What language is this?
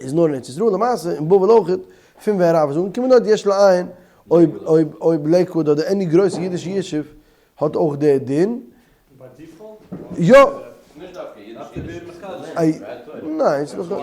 Yiddish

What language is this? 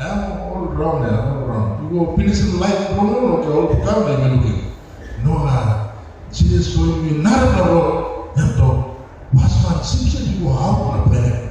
Tok Pisin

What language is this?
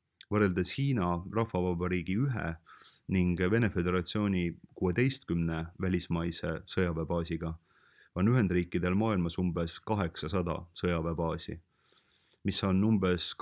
Estonian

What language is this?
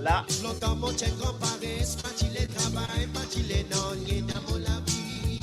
Morisyen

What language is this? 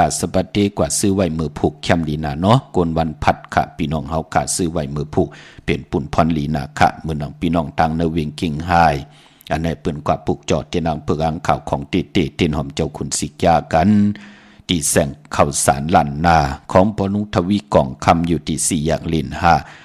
Shan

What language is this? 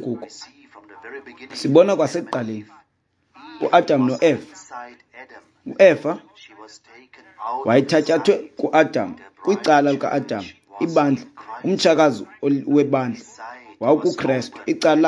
Xhosa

